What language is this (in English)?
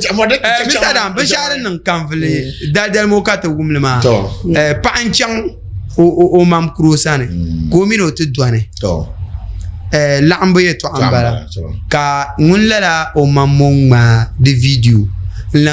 Dagbani